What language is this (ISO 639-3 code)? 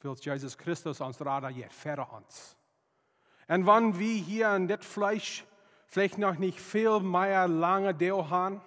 pdt